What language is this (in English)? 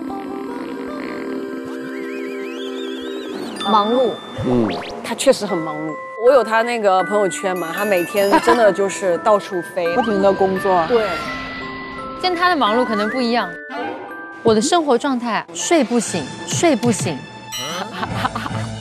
Chinese